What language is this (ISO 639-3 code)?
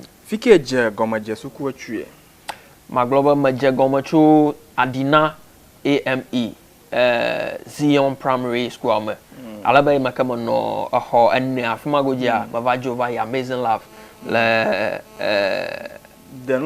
ewe